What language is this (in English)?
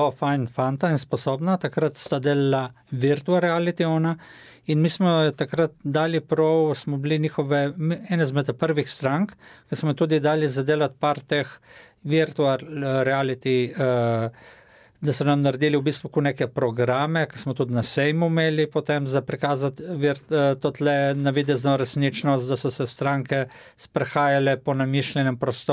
Slovenian